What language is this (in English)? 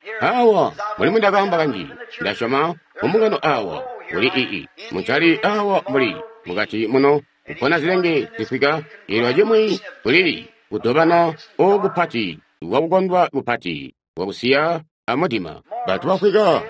Tonga (Zambia)